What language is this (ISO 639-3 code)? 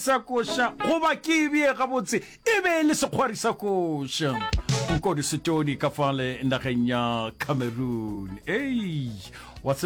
nso